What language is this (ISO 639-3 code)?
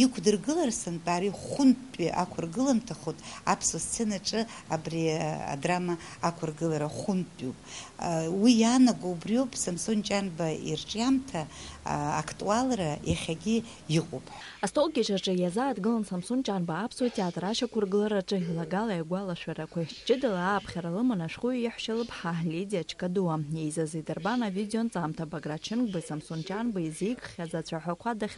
abk